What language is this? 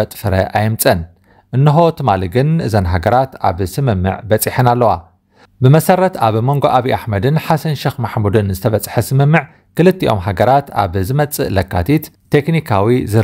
Tigrinya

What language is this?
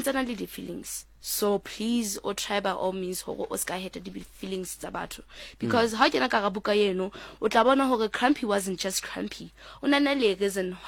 Southern Sotho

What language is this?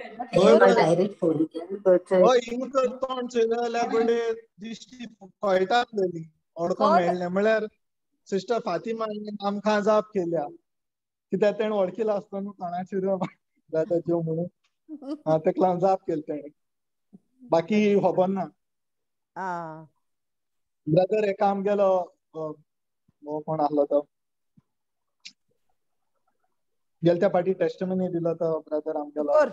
Konkani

